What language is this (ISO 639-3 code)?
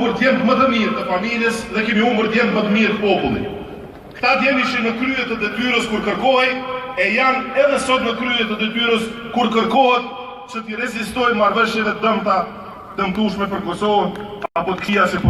sqi